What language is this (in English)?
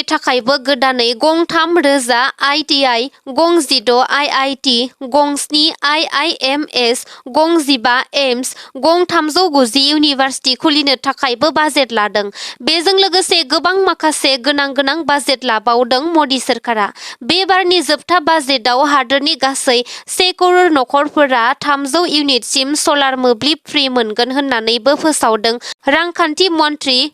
Bodo